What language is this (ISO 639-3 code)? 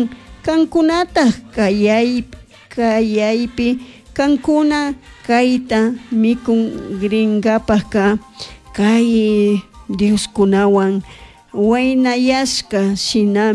qug